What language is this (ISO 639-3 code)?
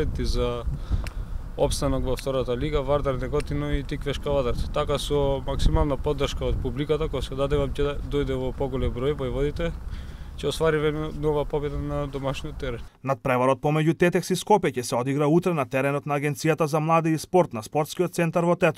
mkd